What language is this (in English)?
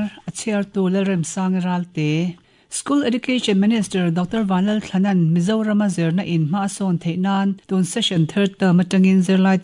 Mizo